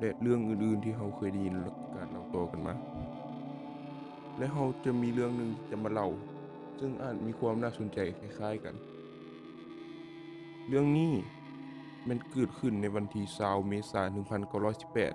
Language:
Lao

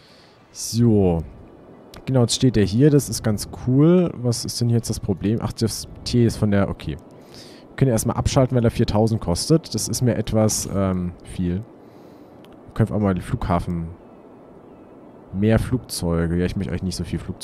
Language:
German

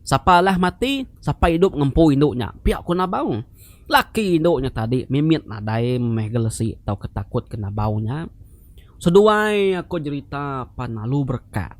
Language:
Iban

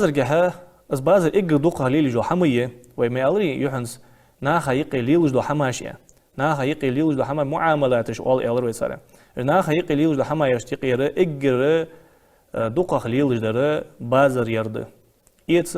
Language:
Ingush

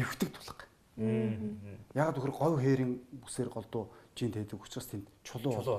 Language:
Mongolian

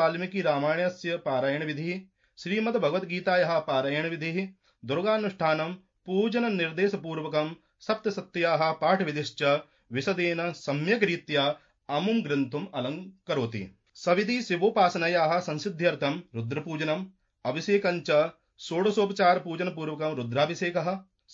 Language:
Sanskrit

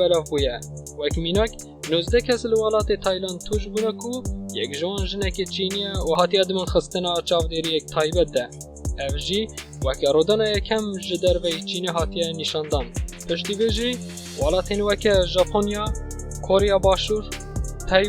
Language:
Kurdish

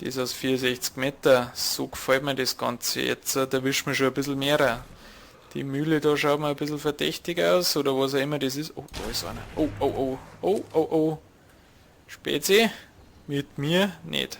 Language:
Bavarian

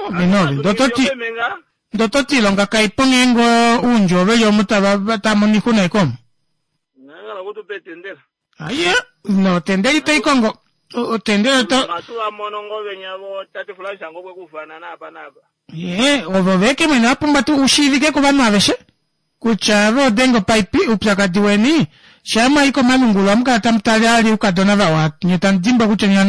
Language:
Kuanyama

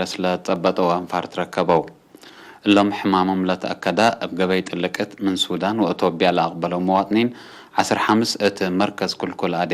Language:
Tigre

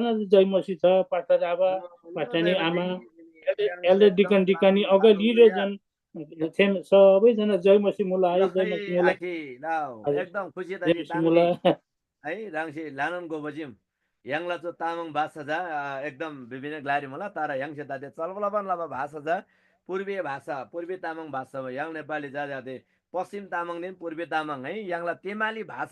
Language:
Eastern Tamang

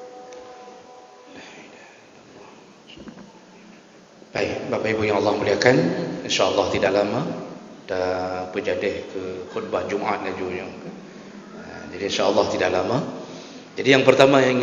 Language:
Malay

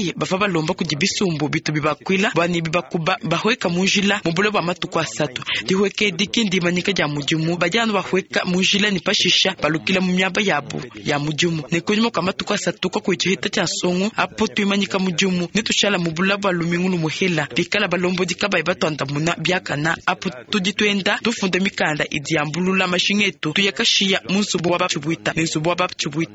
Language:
Luba-Lulua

